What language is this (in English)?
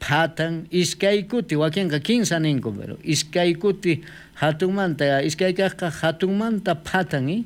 South Bolivian Quechua